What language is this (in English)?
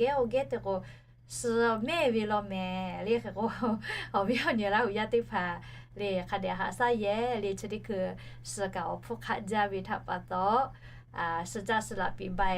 Lahu